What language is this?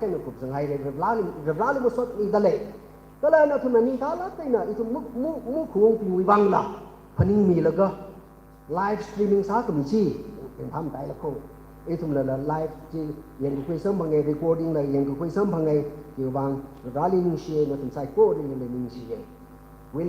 Tangkhul Naga (India)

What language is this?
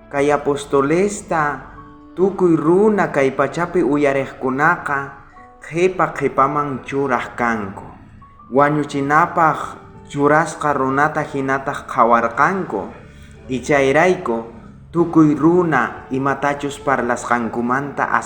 South Bolivian Quechua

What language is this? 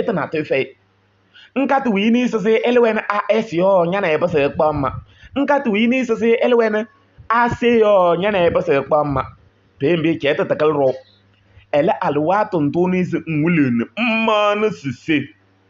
Kabiyè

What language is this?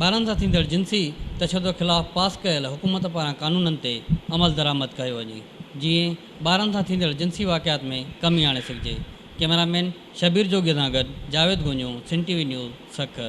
Sindhi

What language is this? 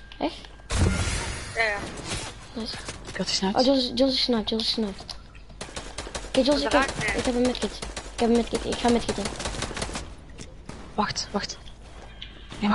Dutch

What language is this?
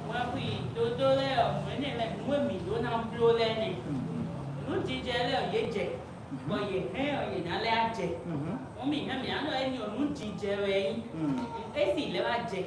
Fon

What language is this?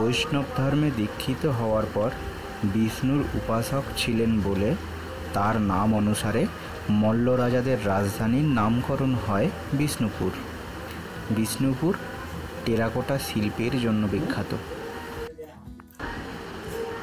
Bangla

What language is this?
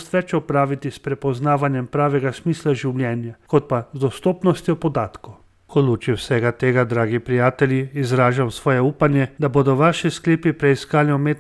Slovenian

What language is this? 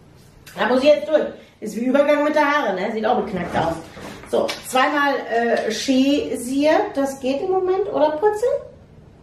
German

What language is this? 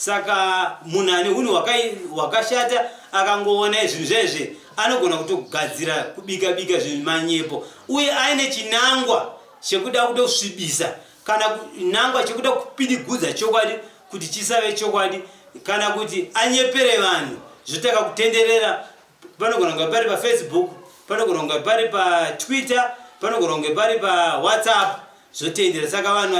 Shona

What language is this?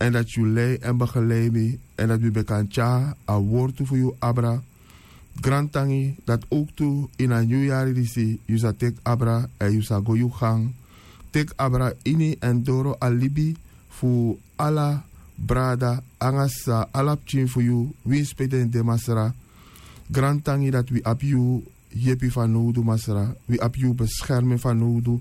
Sranan Tongo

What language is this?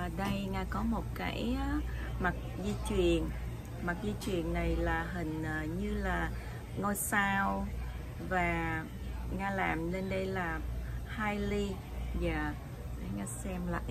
Vietnamese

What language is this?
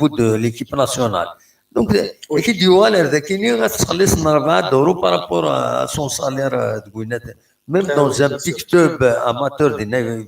Kabyle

